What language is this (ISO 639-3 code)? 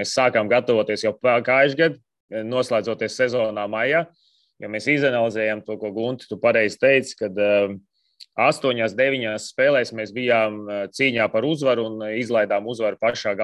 lav